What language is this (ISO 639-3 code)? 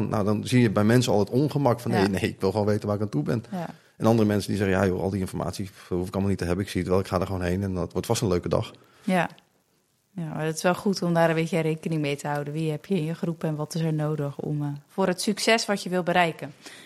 nld